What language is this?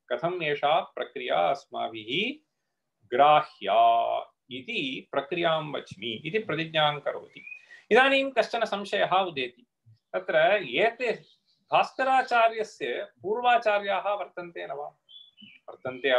Sanskrit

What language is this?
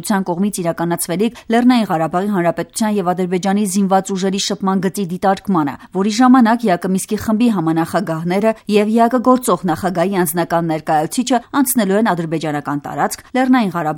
Armenian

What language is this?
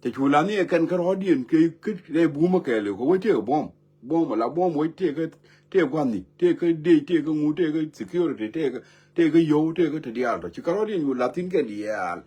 Nuer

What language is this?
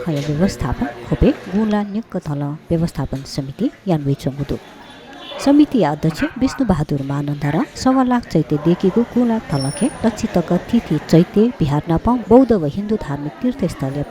Newari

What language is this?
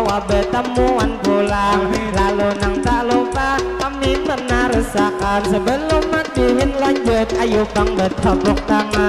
Banjar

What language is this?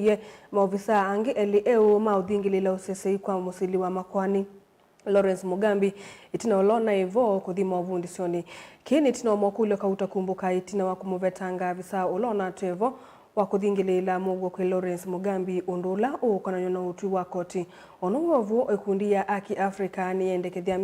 Kamba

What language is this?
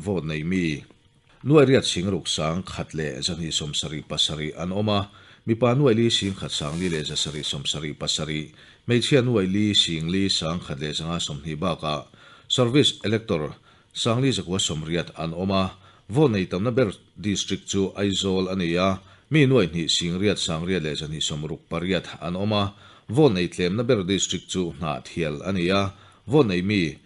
Mizo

